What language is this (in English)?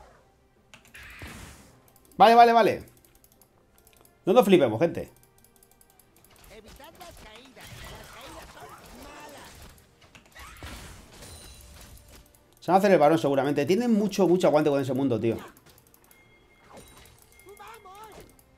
Spanish